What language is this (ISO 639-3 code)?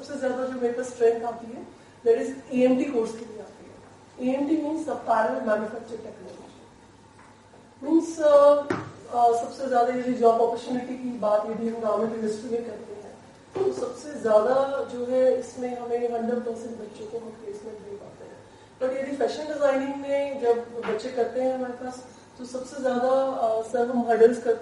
hin